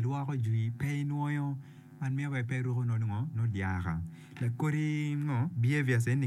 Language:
Acoli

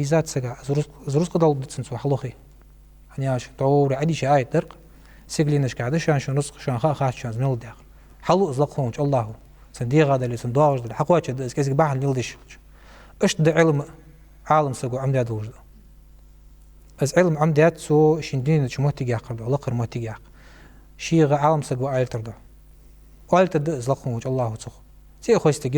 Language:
Ingush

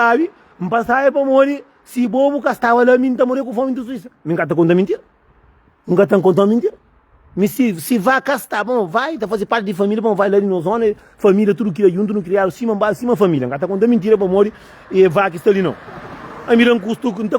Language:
Kabuverdianu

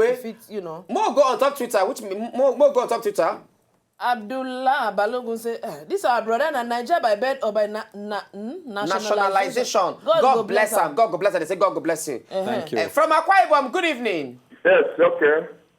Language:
Nigerian Pidgin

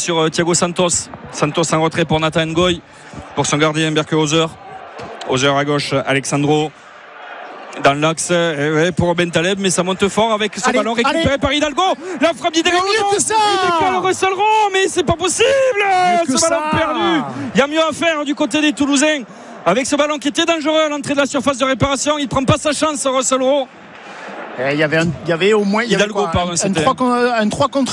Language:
French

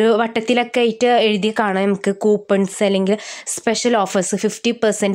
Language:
Malayalam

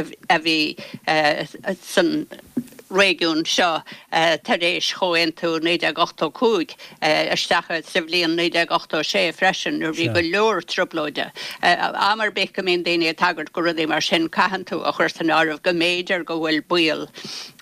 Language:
Irish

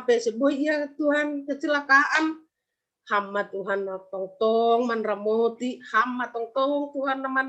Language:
Batak Simalungun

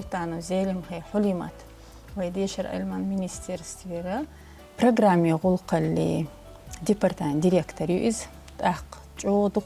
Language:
Chechen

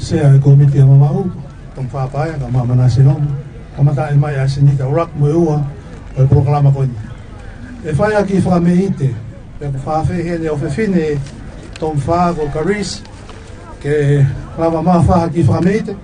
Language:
Tongan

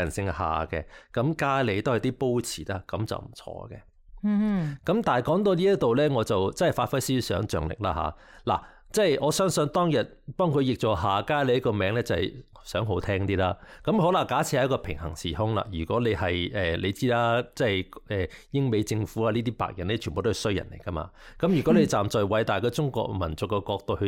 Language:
Cantonese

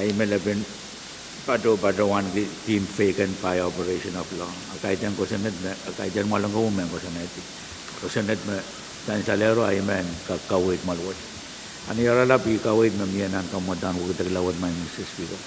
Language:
Pohnpeian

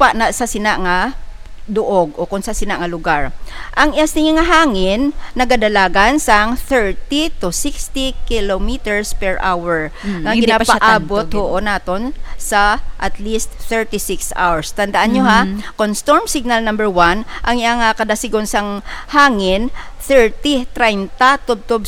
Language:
Hiligaynon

